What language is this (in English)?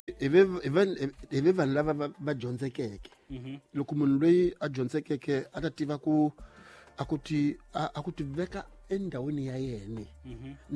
Tsonga